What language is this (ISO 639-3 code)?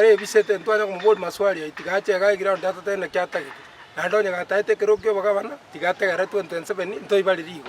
guz